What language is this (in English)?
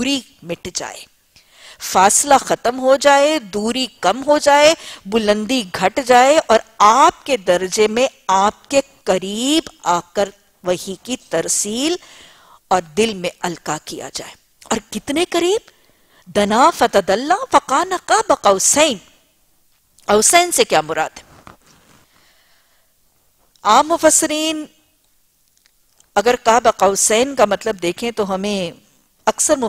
Urdu